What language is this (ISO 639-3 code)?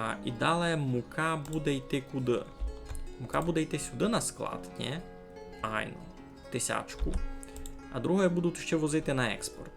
rue